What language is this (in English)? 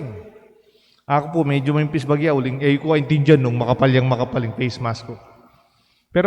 Pampanga